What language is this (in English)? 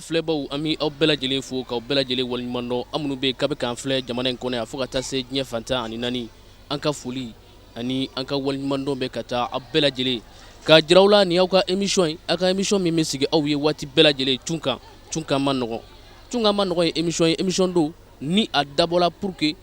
Bambara